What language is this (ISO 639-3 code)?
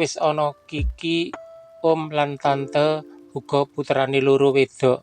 jav